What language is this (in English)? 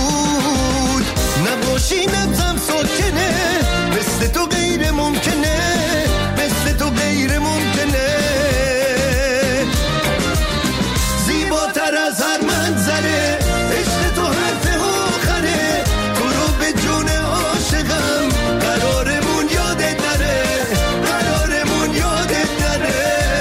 Persian